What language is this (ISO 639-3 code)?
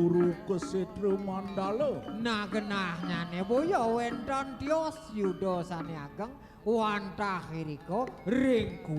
ban